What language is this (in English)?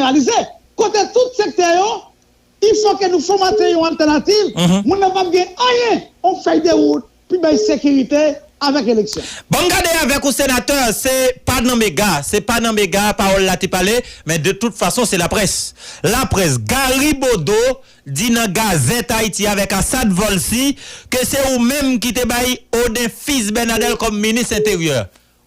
Haitian Creole